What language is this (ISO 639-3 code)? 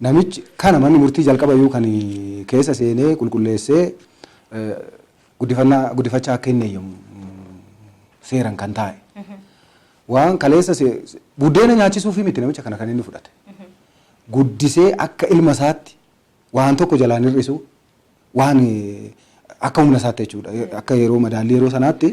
orm